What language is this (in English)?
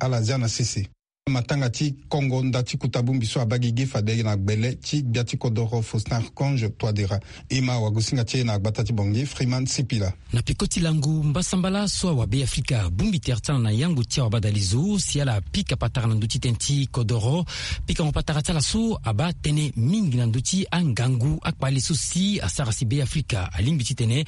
Sango